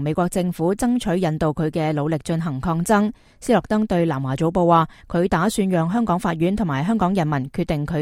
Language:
Cantonese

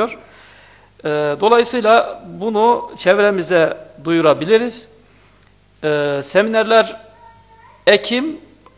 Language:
Turkish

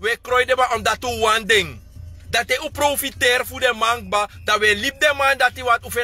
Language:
Sranan Tongo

